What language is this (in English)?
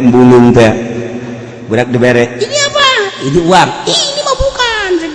Sundanese